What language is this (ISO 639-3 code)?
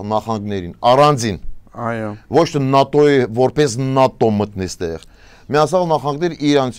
hye